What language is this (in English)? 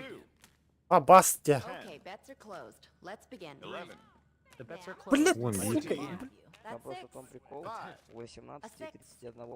Yakut